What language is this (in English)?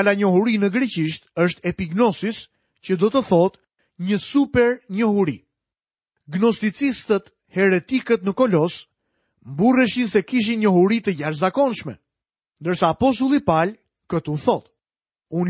Albanian